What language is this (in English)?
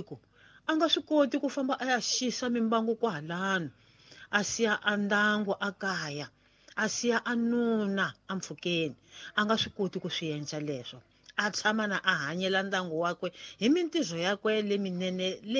Tsonga